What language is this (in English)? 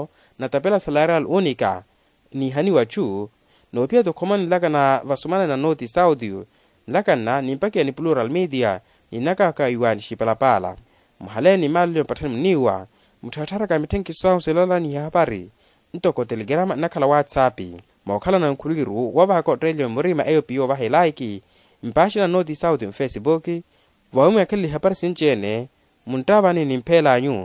Makhuwa